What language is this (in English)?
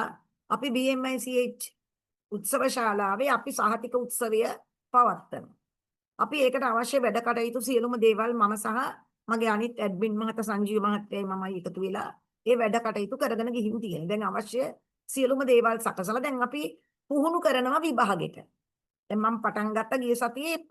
Sinhala